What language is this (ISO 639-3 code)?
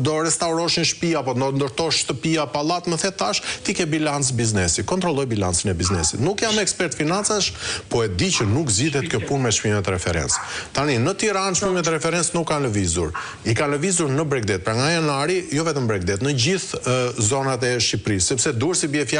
sqi